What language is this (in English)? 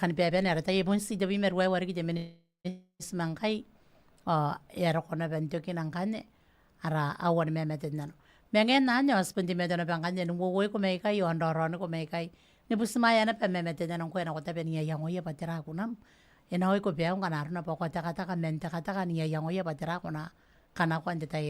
Gilbertese